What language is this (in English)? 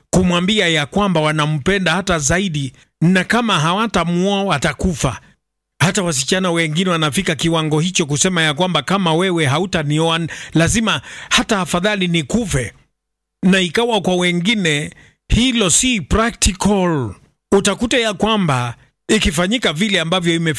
Swahili